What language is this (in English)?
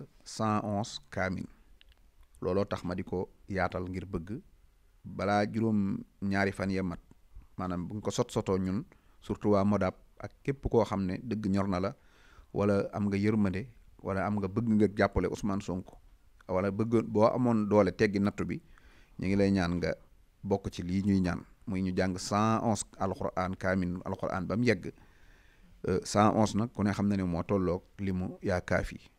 Wolof